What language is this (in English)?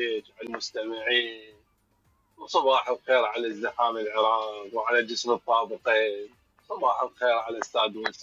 Mesopotamian Arabic